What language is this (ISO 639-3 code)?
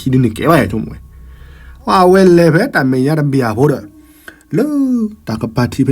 ksw